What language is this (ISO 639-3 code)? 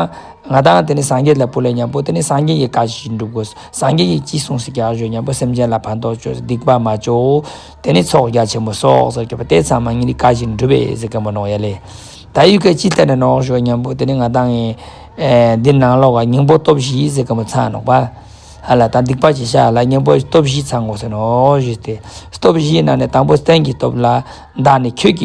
lbj